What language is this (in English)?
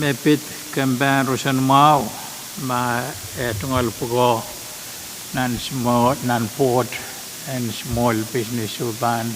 Pohnpeian